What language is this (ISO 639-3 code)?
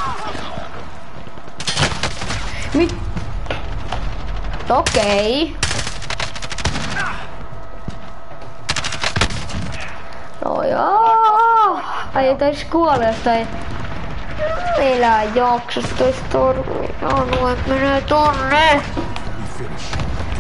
fin